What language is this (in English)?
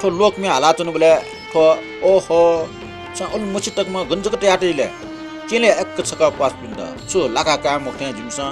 Newari